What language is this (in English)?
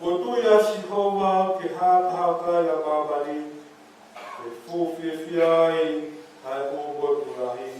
Tongan